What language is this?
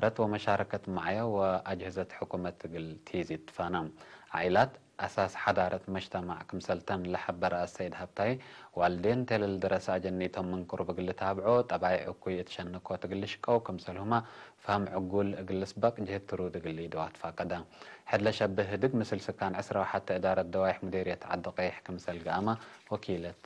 Tigre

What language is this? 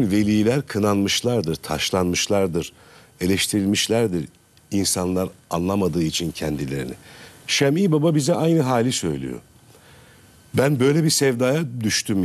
Turkish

